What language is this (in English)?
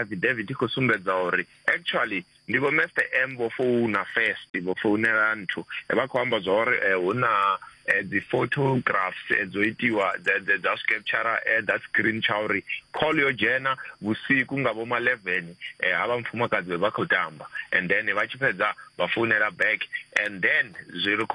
Venda